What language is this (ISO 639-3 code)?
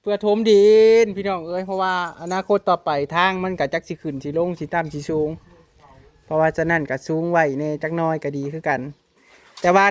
tts